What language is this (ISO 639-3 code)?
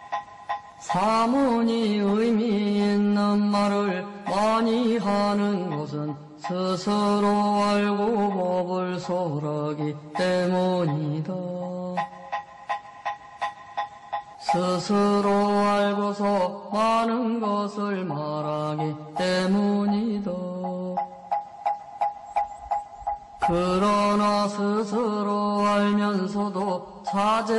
kor